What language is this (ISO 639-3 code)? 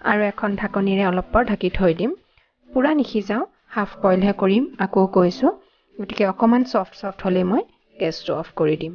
asm